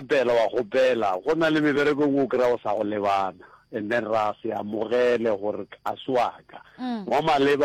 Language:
Northern Sotho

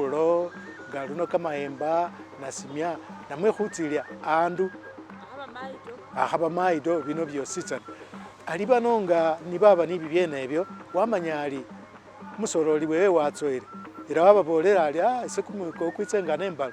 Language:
Masaaba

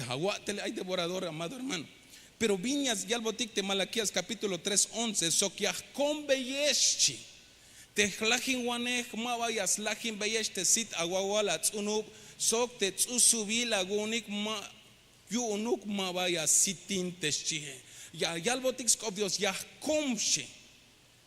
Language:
Tzeltal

